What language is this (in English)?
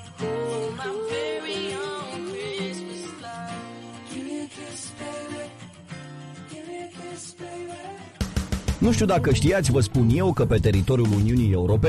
Romanian